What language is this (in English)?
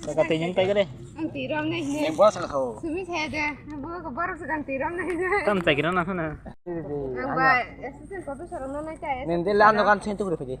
Kok Borok